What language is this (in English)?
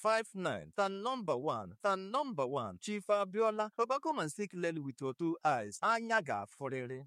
Igbo